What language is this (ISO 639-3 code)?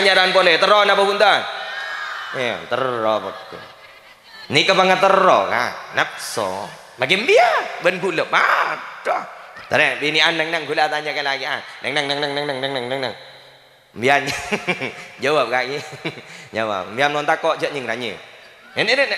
mad